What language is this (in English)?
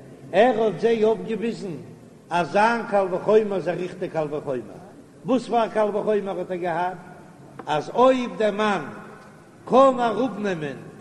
Yiddish